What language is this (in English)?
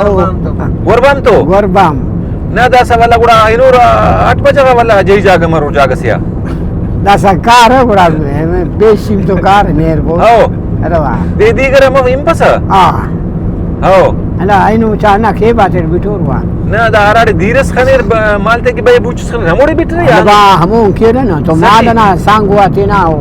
Brahui